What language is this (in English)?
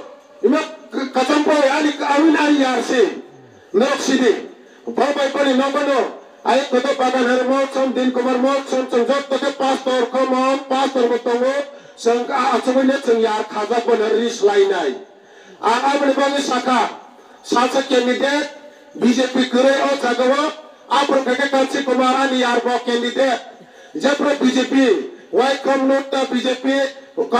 Kok Borok